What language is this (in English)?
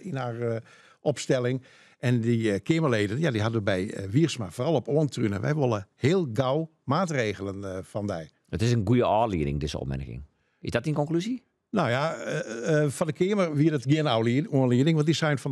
Western Frisian